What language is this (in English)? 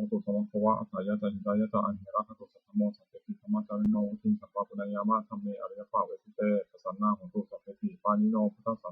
Pali